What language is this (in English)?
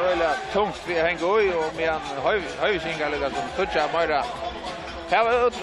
Faroese